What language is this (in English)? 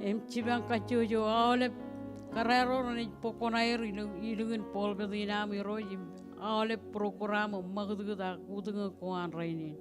Marshallese